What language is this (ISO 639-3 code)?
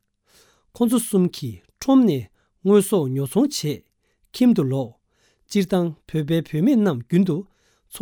bod